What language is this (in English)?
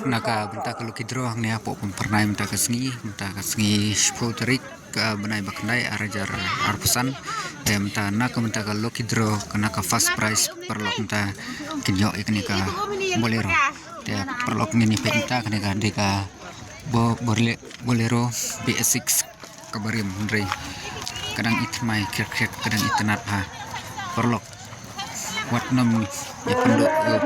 Khasi